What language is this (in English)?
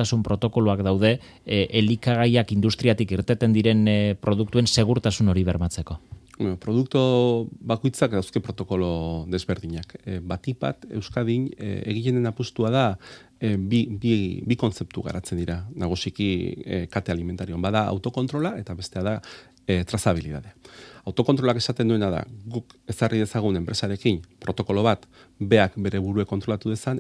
Basque